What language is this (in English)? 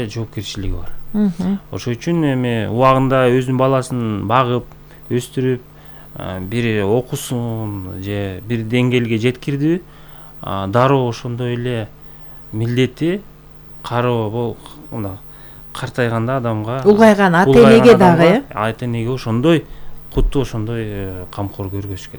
Kyrgyz